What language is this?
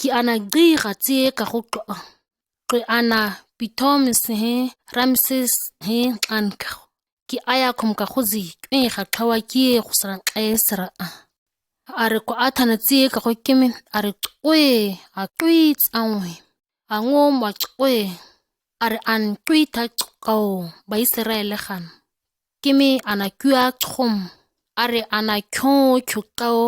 ǁGana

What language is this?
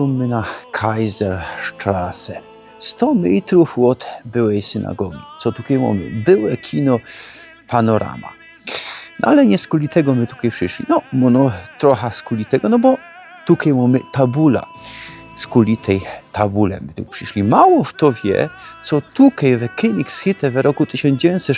Silesian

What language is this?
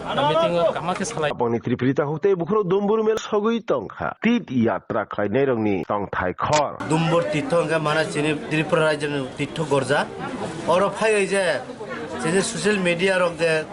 Riang (India)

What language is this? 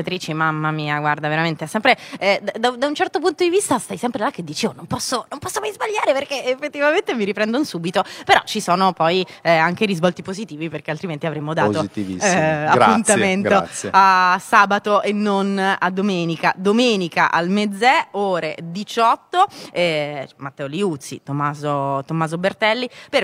Italian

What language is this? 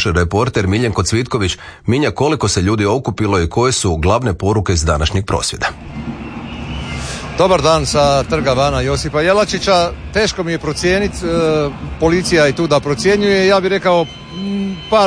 Croatian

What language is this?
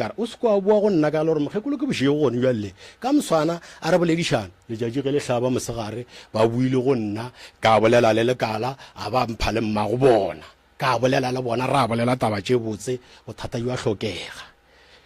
Northern Sotho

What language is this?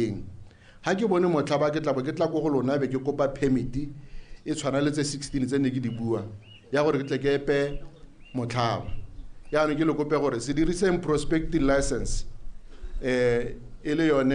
Tswana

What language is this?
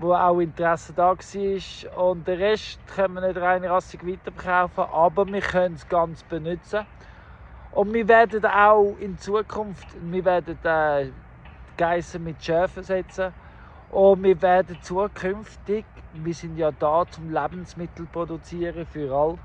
Swiss German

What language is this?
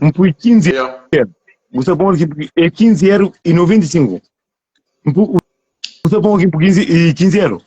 Kabuverdianu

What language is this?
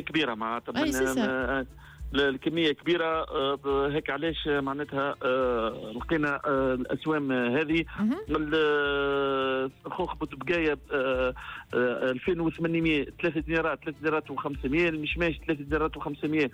Tunisian Arabic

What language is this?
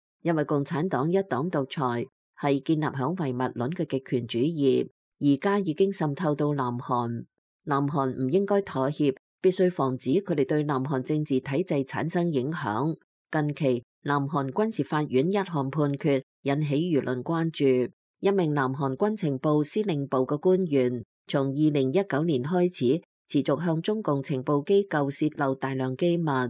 Cantonese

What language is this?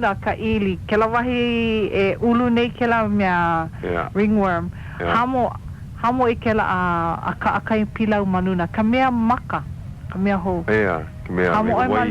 Hawaiian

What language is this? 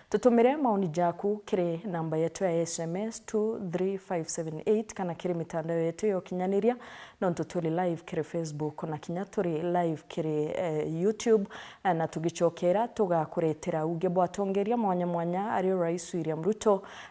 Meru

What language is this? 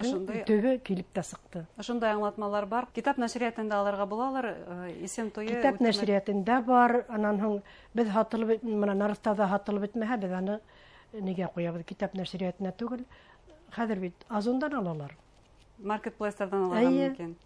Bashkir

